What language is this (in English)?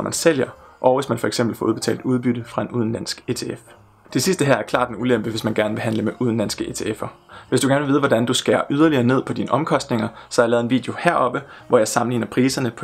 Danish